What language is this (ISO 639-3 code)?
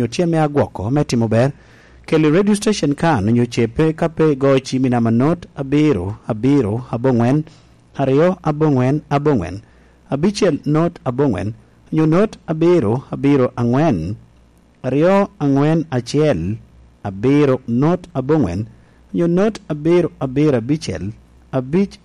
laj